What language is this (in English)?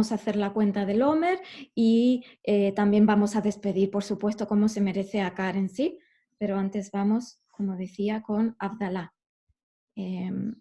Ladino